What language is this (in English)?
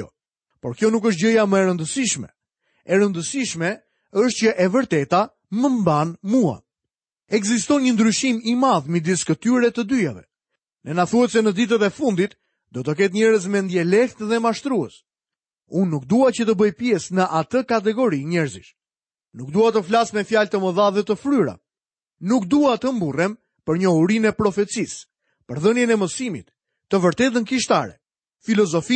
Albanian